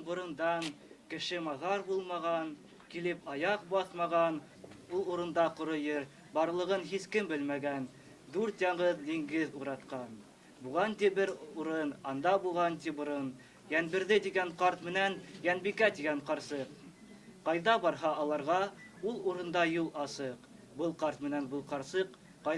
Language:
Bashkir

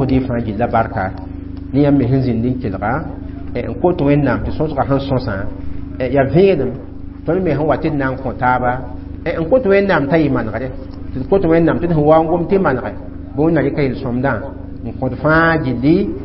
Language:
Mossi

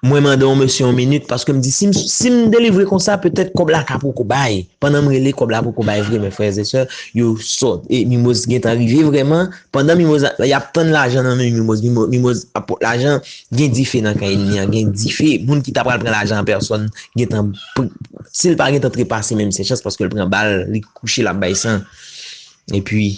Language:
Haitian Creole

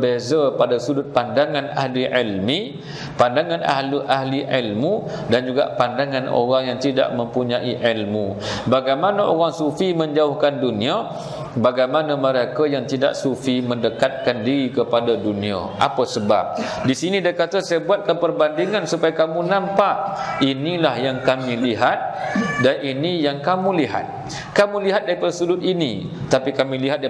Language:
Malay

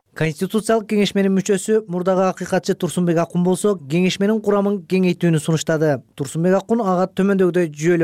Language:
Kyrgyz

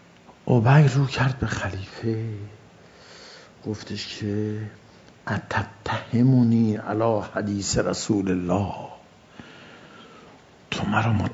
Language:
Persian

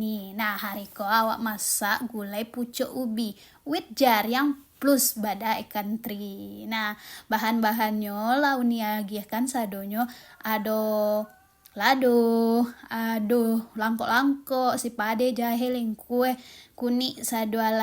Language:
Minangkabau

